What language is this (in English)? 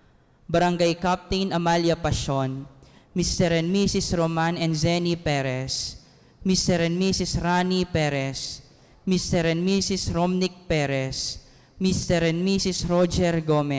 Pampanga